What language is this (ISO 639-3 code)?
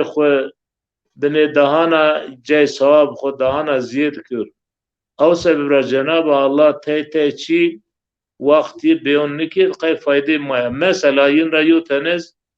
zza